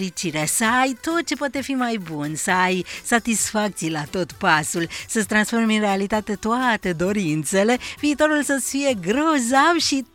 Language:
Romanian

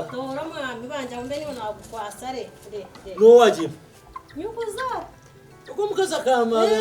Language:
Nyankole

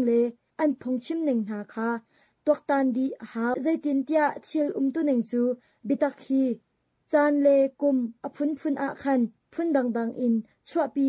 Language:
Hakha Chin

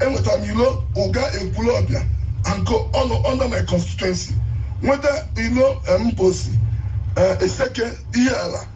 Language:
Igbo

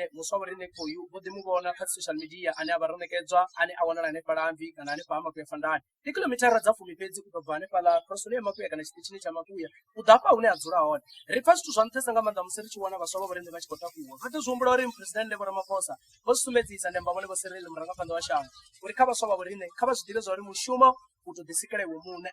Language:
Venda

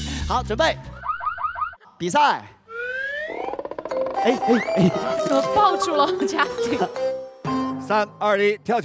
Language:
Chinese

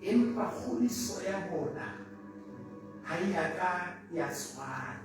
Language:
Southern Sotho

